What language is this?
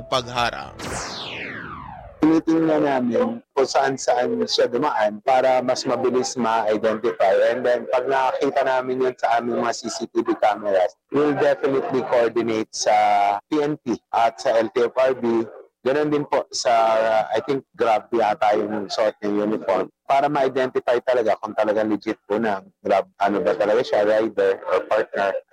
Filipino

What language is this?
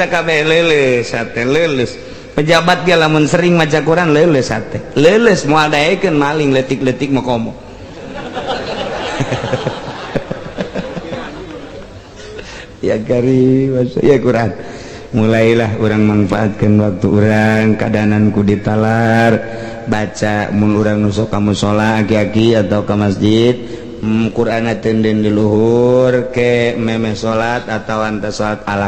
Sundanese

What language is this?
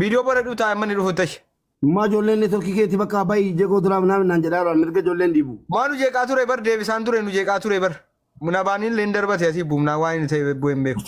Oromo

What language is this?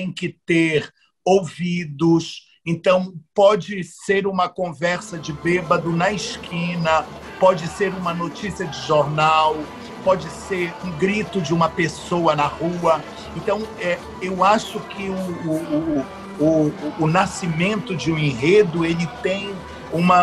Portuguese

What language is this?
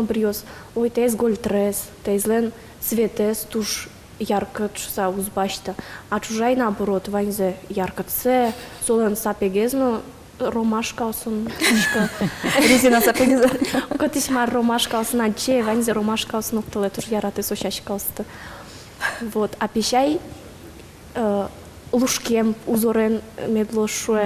Udmurt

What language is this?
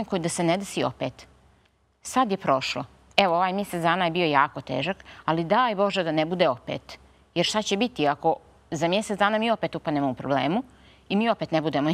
Bosnian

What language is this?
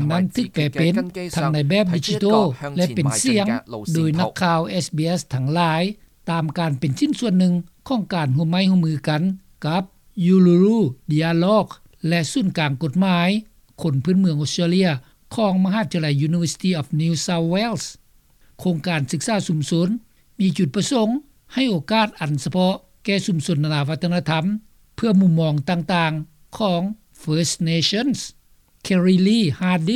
Lao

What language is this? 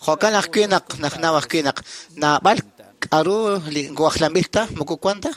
Kekchí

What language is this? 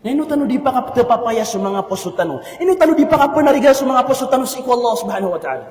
Maranao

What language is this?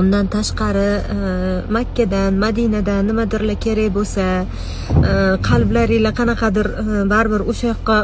Uzbek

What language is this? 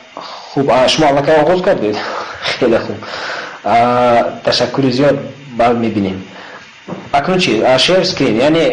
Tajik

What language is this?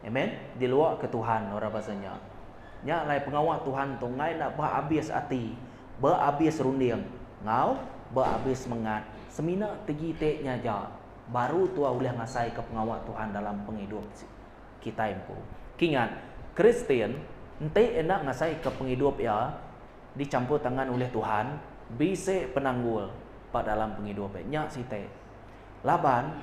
Iban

